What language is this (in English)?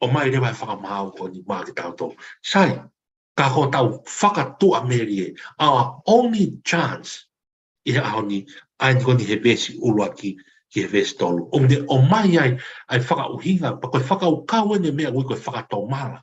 Tongan